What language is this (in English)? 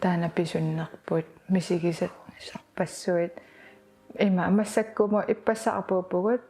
Kalaallisut